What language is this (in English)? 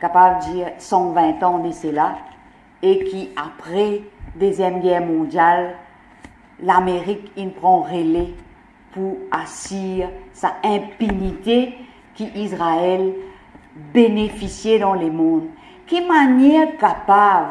Morisyen